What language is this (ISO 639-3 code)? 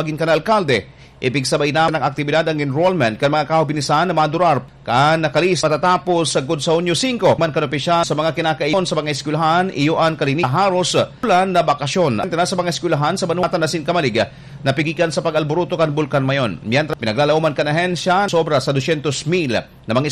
bik